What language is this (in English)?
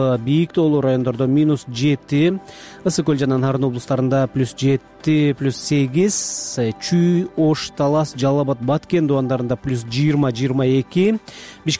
Kyrgyz